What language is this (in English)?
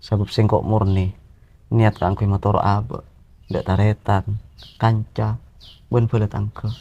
Madurese